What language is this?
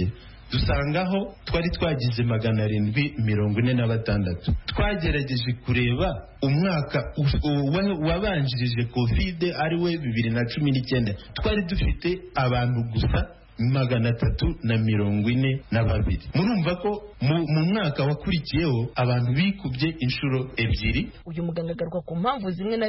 Kinyarwanda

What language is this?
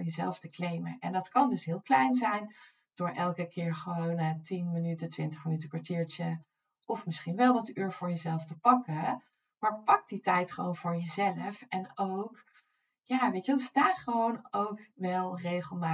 Dutch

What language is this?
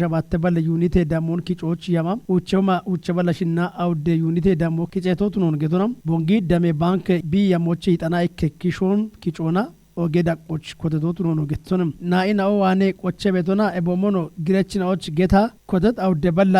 Kafa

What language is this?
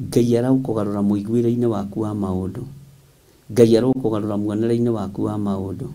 Kikuyu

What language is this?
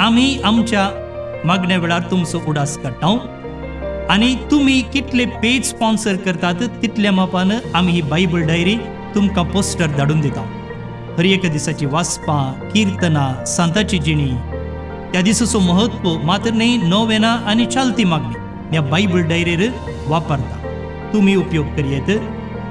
Konkani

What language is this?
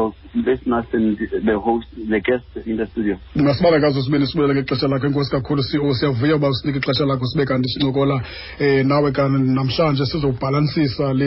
Xhosa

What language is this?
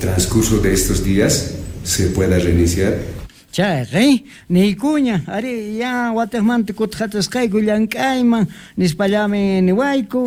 Quechua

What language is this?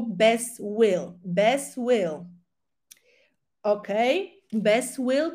Polish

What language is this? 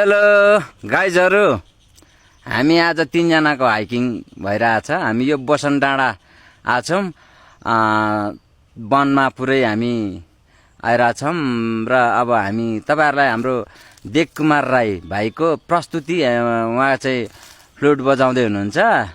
Nepali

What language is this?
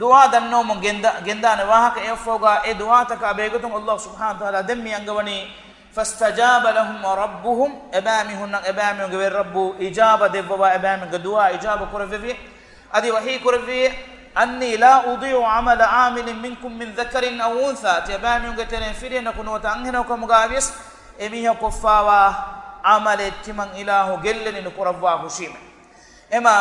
Divehi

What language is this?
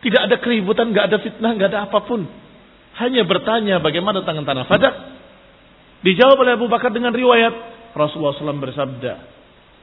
Indonesian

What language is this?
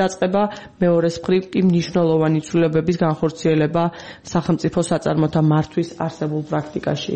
Georgian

